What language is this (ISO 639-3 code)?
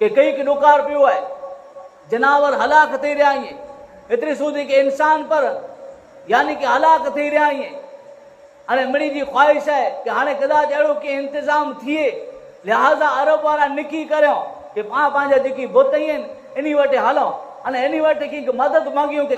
kfr